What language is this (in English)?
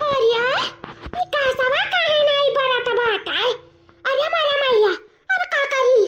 Awadhi